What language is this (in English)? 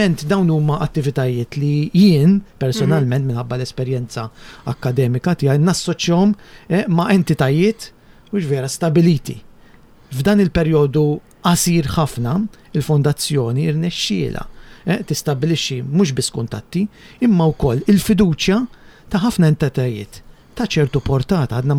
Maltese